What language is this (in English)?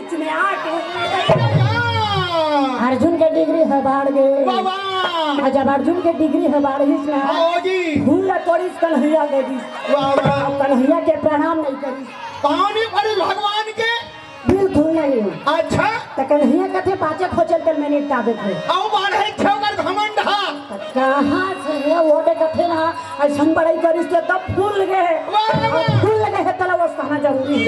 Chhattisgarhi